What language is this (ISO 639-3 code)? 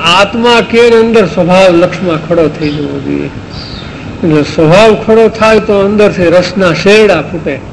guj